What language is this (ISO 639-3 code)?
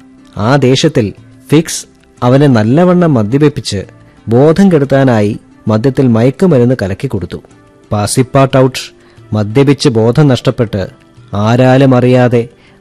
mal